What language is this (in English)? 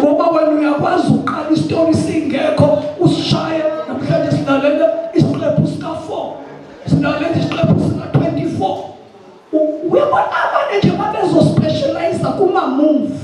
Zulu